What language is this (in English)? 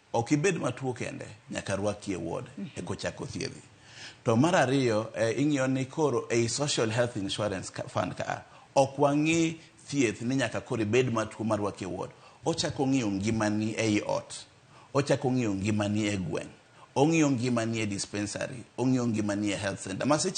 Luo (Kenya and Tanzania)